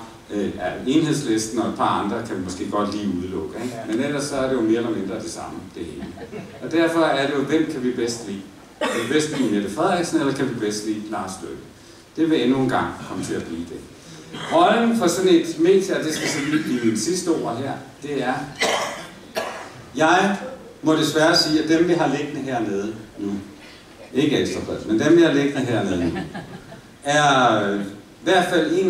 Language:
Danish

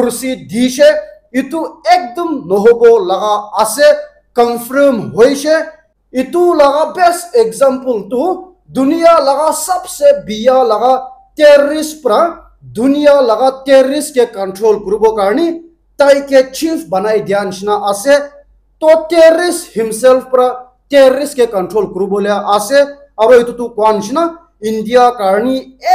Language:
Naga Pidgin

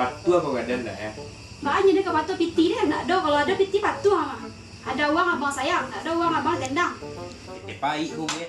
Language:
Minangkabau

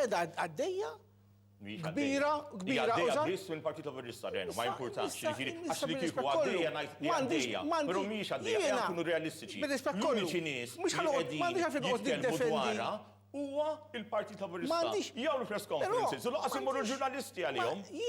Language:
Maltese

